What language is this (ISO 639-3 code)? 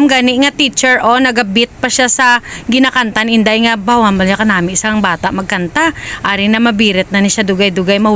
hil